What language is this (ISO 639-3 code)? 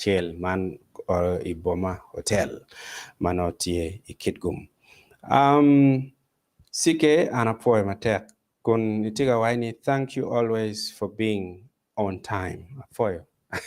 ach